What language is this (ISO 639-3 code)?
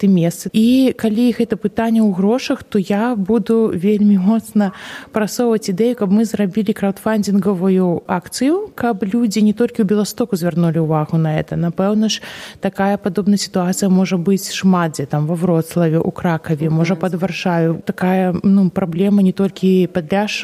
bel